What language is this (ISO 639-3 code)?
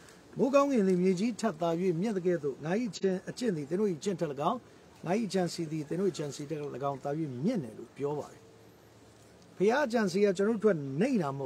mya